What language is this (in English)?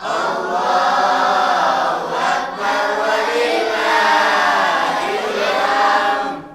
Musi